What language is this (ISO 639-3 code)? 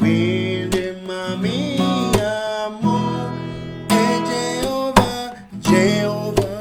luo